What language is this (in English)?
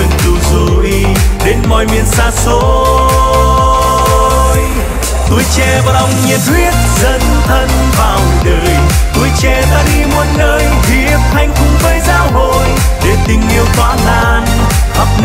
Vietnamese